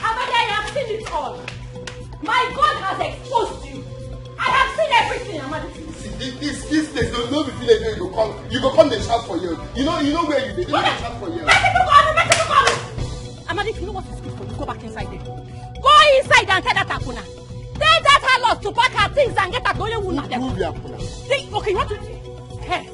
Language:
Nigerian Pidgin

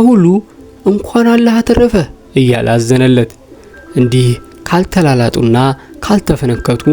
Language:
Amharic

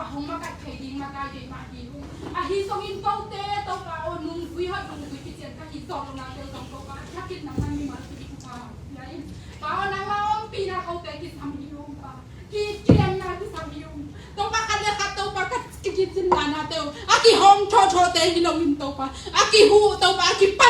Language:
Tedim Chin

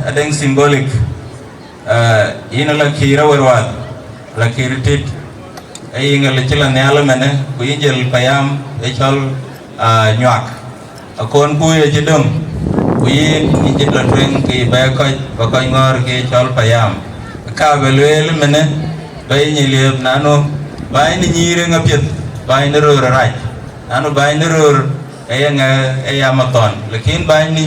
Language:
Dinka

